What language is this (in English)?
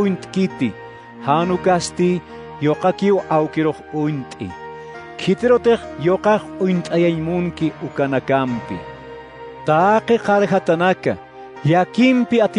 Aymara